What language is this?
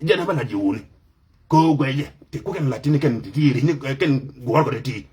Nuer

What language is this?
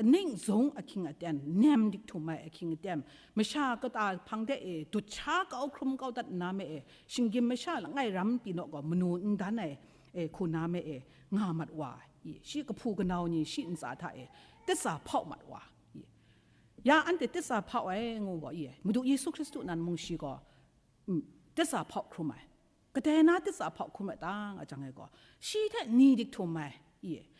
Kachin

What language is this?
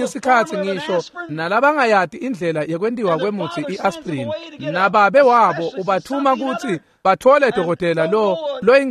Swati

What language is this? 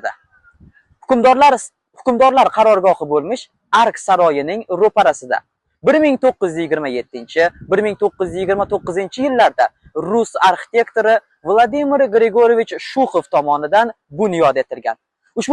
Uzbek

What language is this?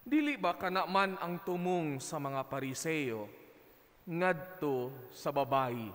Cebuano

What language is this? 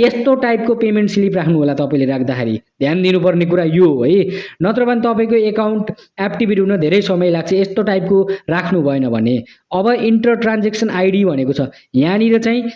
Nepali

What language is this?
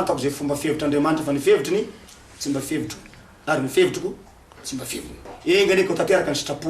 Malagasy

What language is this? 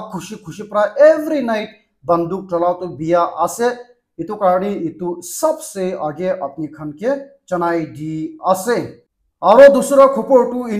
Naga Pidgin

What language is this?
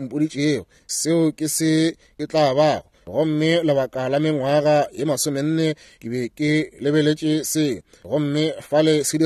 Northern Sotho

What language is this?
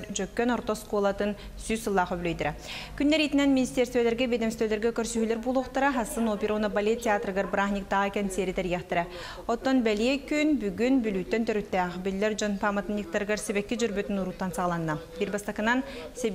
Yakut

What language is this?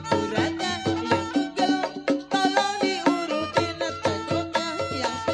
Betawi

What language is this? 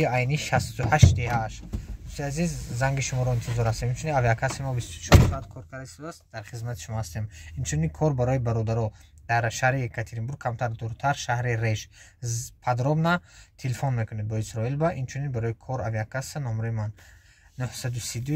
Tajik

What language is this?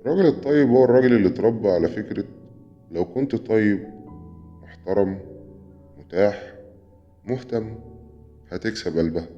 Egyptian Arabic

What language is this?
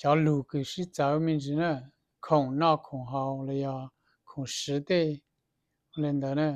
Hmong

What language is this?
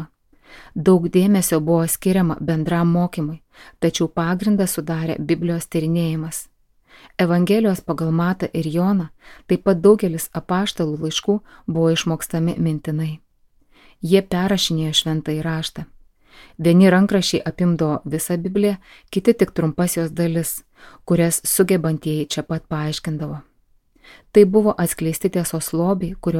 Lithuanian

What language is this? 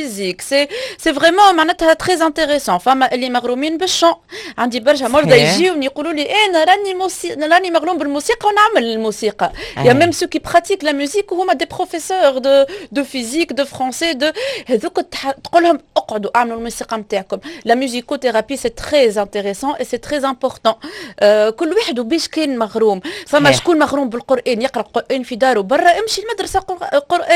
Tunisian Arabic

